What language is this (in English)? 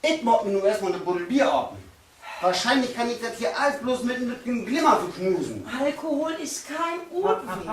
Low German